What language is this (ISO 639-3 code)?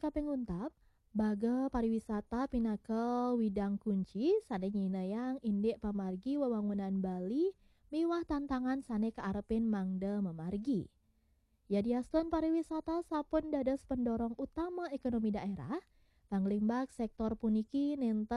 ban